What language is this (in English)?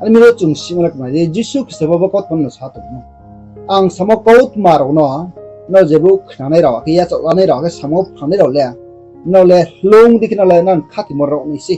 Riang (India)